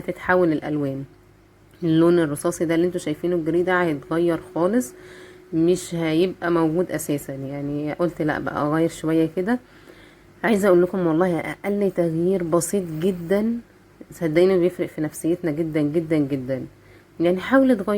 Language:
Egyptian Arabic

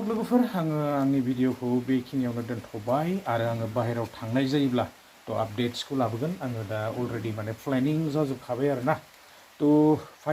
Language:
Bodo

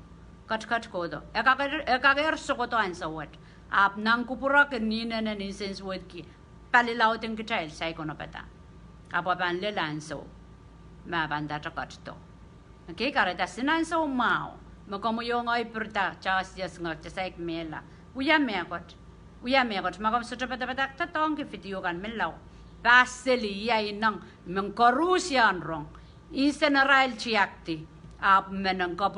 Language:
Pohnpeian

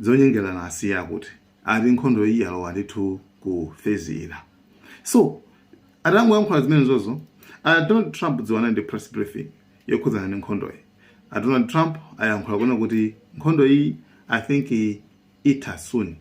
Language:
Nyanja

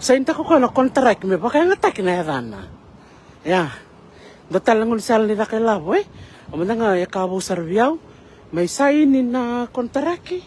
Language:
Fijian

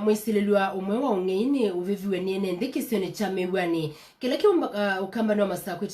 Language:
Kamba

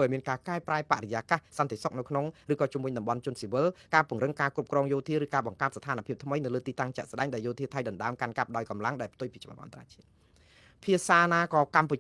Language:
Khmer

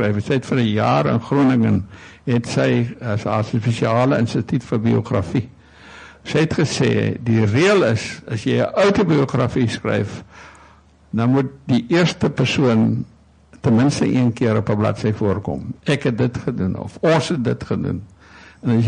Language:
Afrikaans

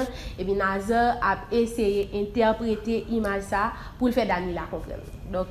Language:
Haitian Creole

